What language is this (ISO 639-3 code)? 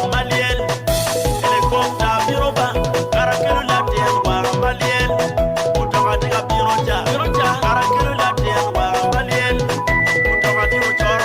ach